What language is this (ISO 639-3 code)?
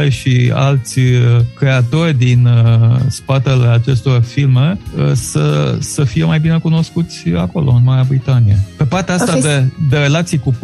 ron